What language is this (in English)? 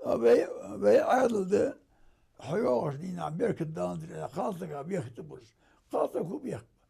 Ingush